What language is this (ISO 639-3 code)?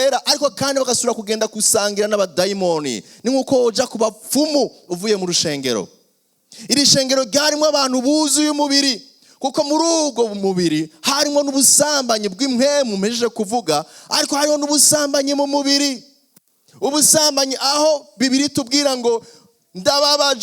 run